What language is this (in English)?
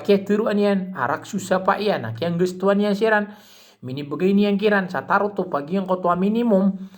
Maranao